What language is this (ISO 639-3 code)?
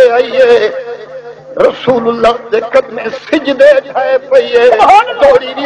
skr